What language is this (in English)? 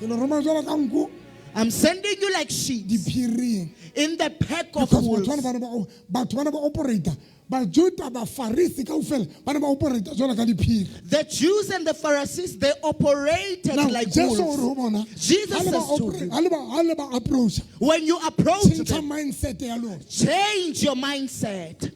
Southern Sotho